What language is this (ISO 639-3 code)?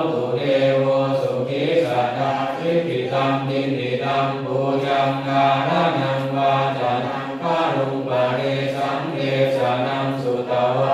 pli